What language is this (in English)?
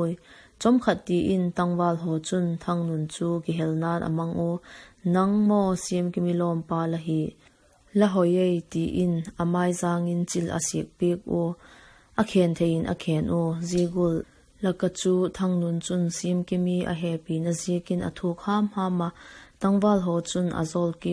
Vaiphei